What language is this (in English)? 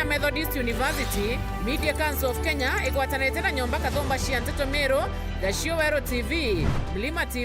Meru